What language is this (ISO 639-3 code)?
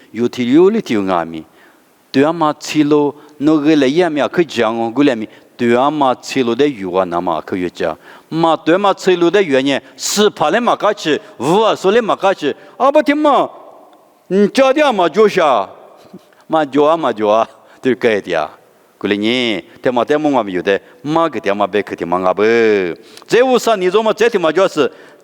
lis